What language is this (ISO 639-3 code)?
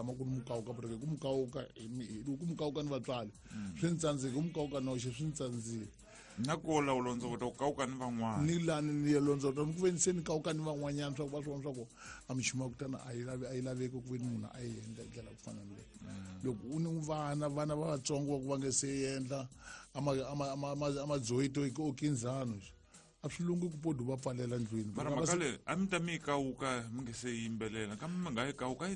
tso